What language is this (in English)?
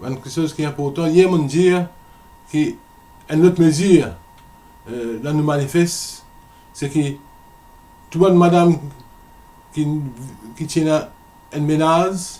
Morisyen